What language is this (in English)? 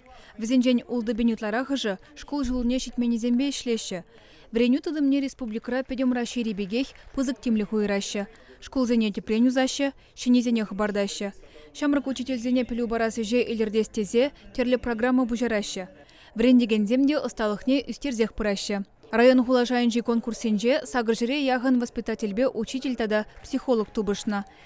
Chuvash